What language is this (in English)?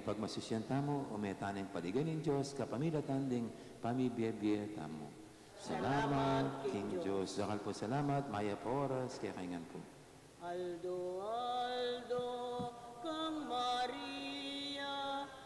Pampanga